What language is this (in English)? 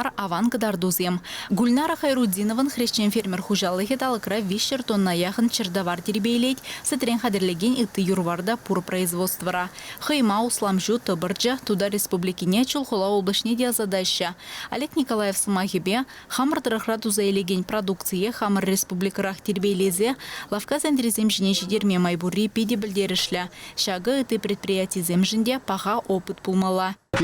Chuvash